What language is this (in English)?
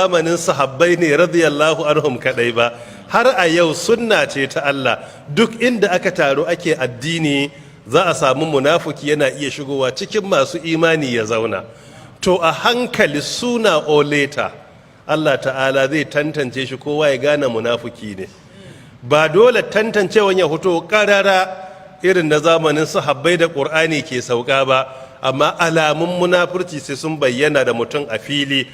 Hausa